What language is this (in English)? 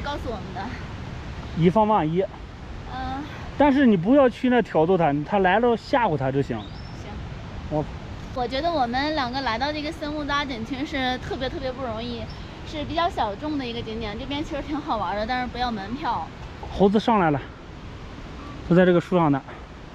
Chinese